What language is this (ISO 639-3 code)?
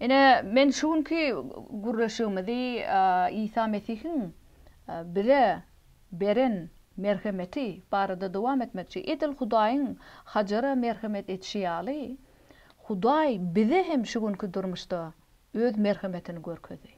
tuk